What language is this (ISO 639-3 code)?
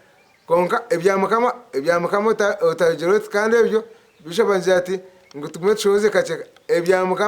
nyn